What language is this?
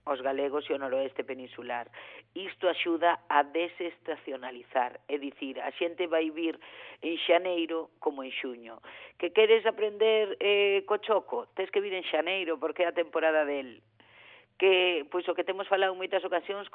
Galician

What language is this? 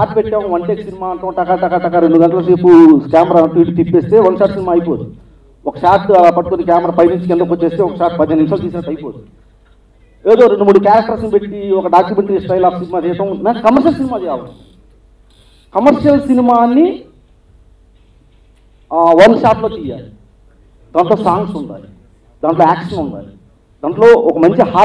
Telugu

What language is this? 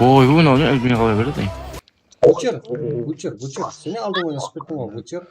Kara-Kalpak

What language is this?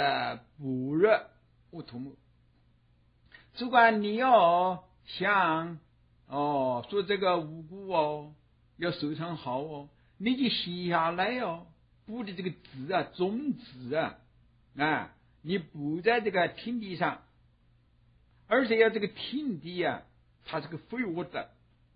Chinese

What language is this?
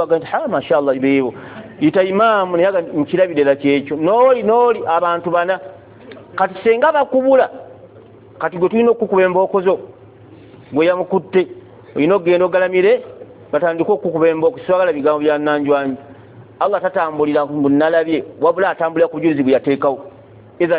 Ganda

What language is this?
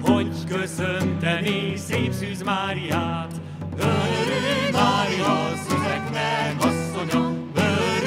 Hungarian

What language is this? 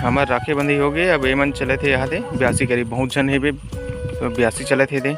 Chhattisgarhi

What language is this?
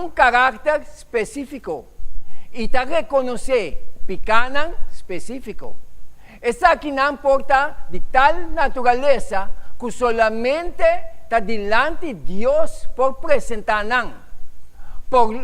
Papiamento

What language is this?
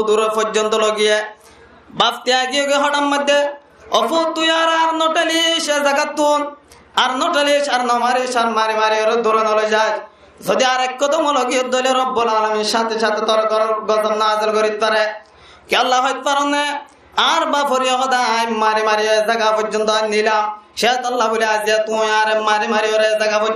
Rohingya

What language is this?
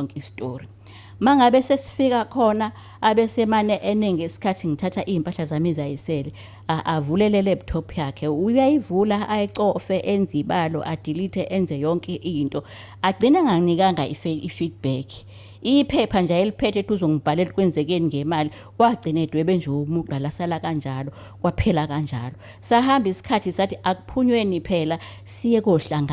Zulu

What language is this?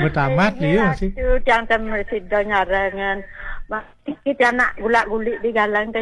Balinese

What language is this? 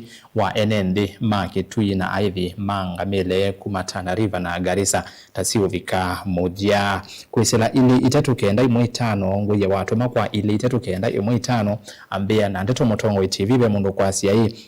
Kamba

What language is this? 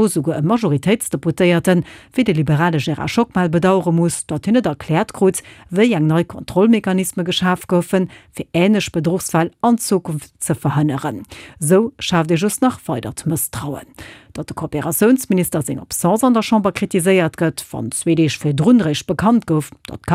Luxembourgish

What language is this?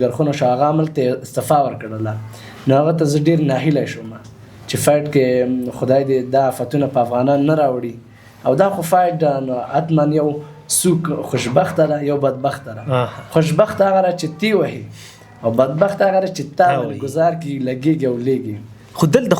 Pashto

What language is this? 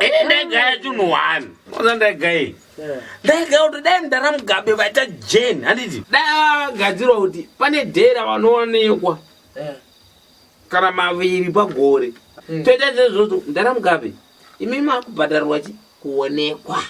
Shona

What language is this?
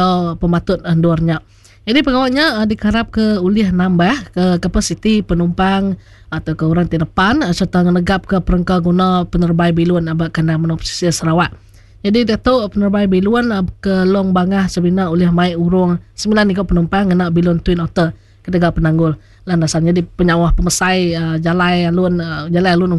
Iban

